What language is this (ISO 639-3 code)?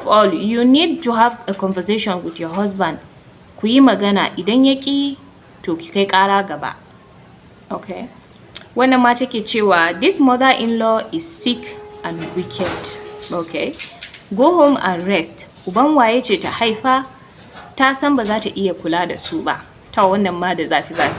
hau